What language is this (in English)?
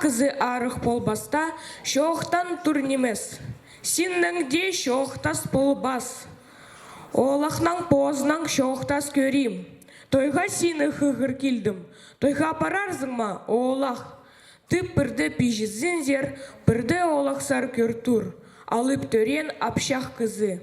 Khakas